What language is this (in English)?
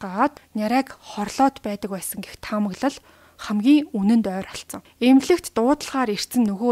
Mongolian